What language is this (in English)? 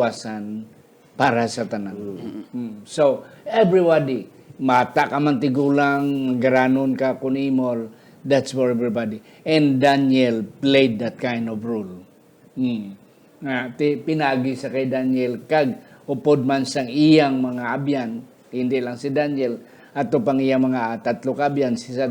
Hiligaynon